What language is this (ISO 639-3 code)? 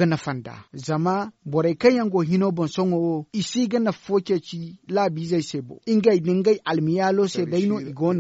dje